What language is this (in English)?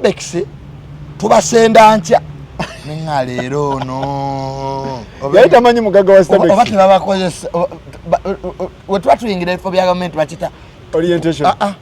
Ganda